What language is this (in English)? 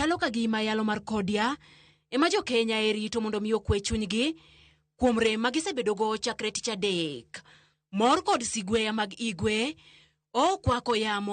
Luo (Kenya and Tanzania)